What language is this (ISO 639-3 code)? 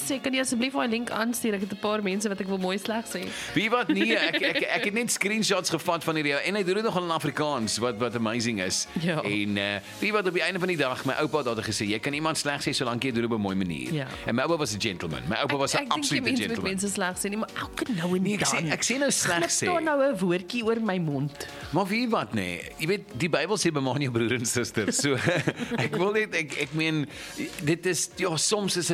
afr